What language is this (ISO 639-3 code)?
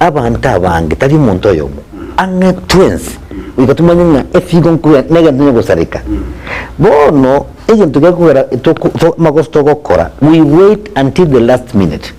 guz